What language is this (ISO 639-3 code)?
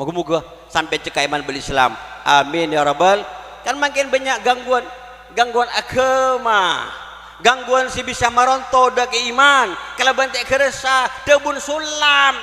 mad